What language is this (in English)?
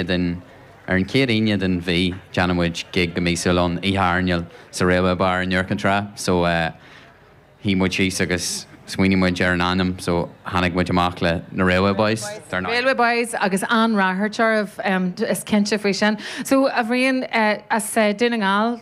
Irish